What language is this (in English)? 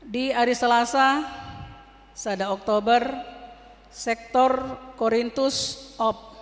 Batak Toba